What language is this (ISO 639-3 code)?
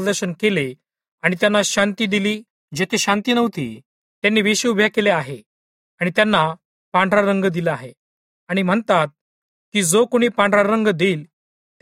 mar